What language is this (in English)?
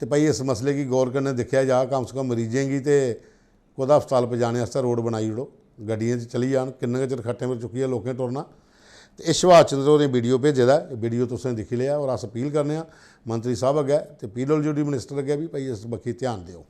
Dogri